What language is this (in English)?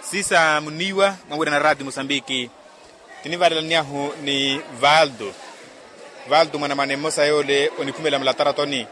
Makhuwa